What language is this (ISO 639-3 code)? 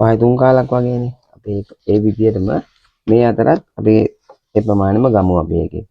sin